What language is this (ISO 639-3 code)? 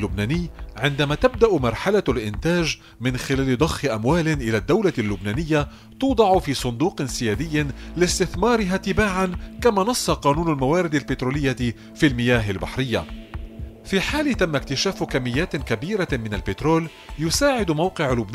ara